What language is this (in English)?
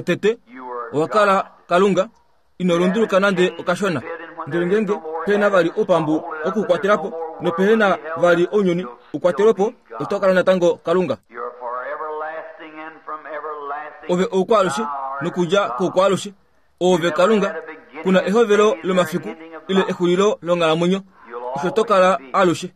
Kuanyama